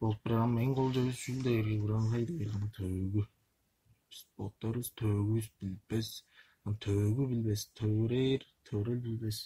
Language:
Tuvinian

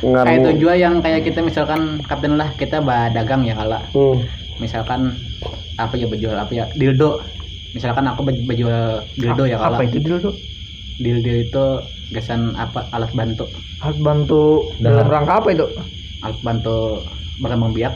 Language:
Banjar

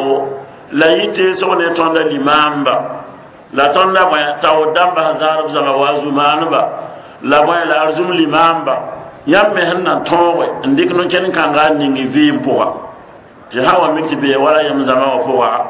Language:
Mossi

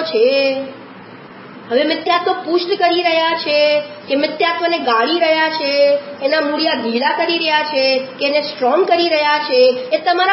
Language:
Gujarati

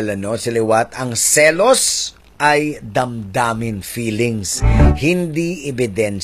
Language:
Hiligaynon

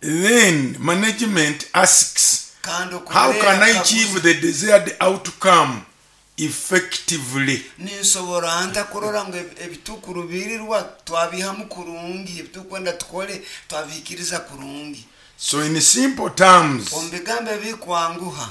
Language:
Nyoro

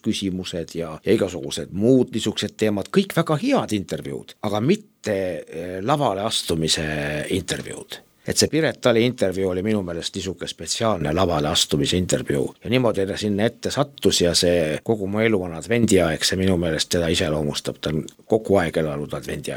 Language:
Estonian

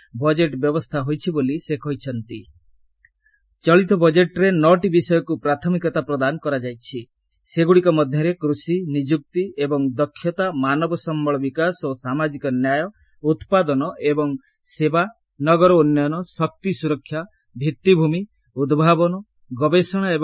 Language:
Odia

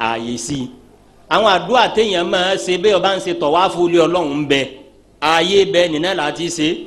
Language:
Yoruba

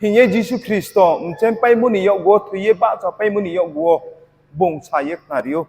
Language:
Riang (India)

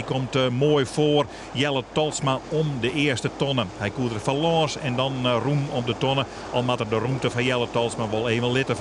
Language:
Western Frisian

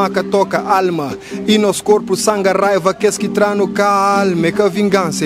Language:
Kabuverdianu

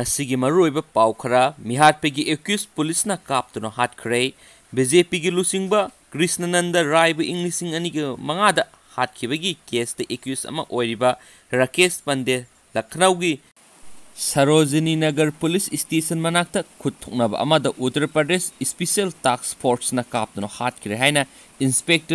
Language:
Manipuri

